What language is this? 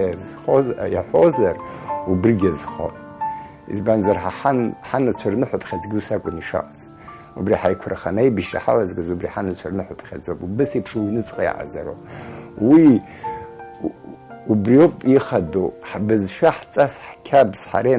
Abkhazian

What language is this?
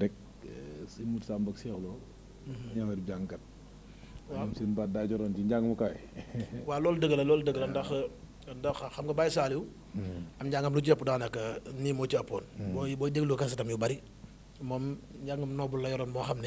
Wolof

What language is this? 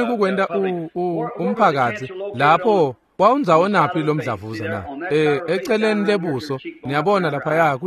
Swati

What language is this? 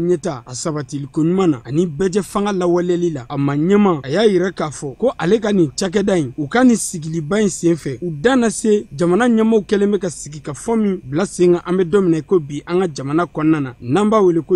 Bambara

